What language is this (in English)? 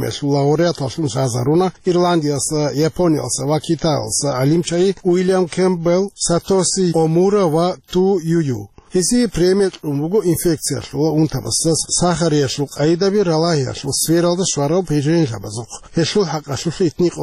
Avaric